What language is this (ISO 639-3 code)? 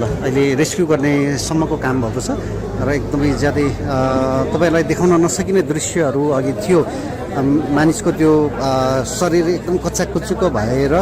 nep